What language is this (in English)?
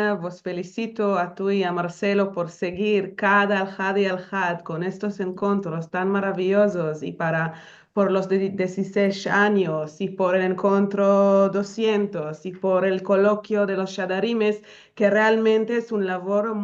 Ladino